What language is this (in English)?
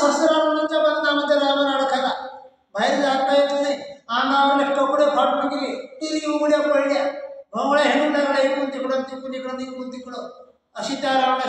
Marathi